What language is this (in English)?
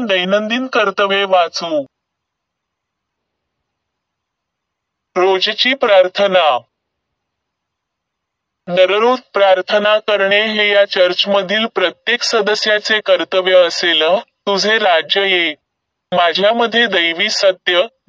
Marathi